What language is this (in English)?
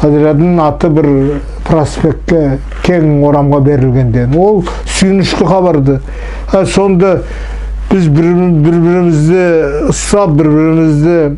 Nogai